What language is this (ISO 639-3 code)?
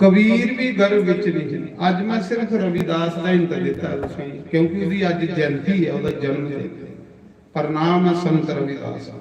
doi